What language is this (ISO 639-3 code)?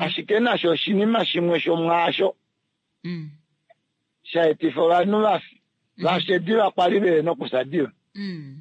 kua